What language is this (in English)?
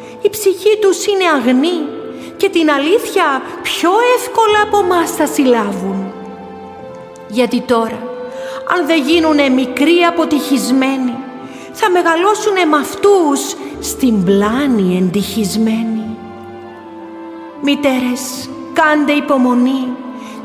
Greek